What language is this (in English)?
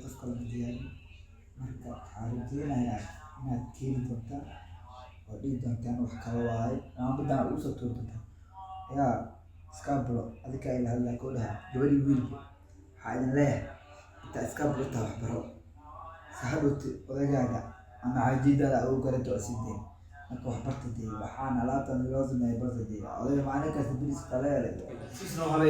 Somali